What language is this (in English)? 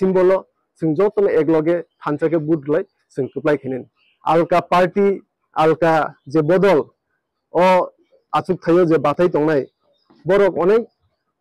Riang (India)